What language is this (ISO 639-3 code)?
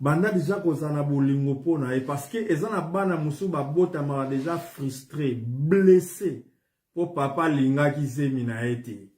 lin